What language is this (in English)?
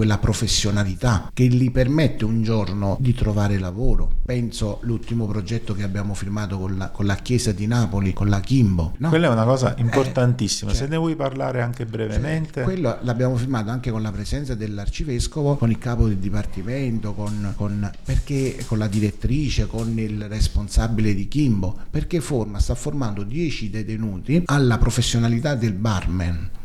Italian